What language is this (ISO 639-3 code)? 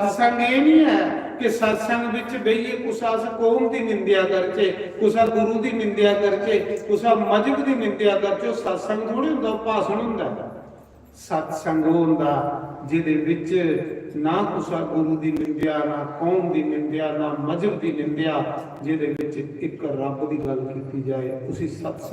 doi